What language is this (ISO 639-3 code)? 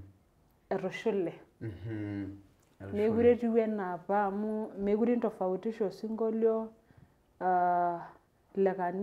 mas